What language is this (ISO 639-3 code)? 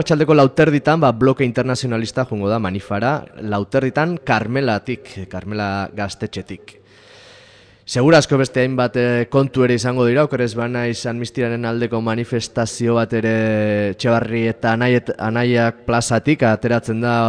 eus